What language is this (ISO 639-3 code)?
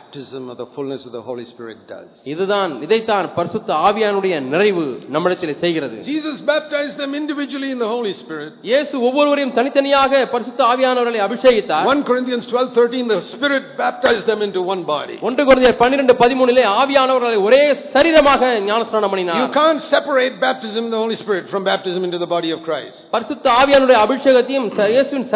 tam